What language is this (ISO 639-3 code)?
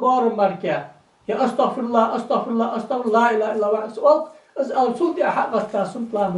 inh